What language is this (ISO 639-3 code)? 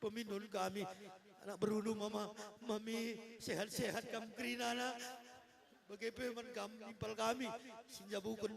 btx